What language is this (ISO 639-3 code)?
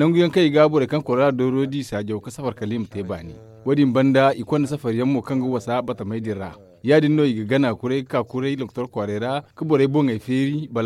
dje